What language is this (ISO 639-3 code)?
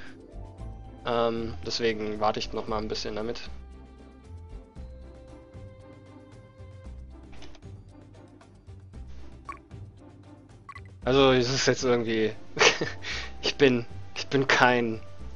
deu